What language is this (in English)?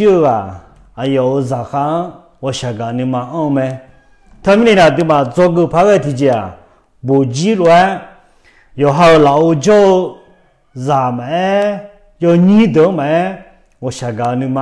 Akha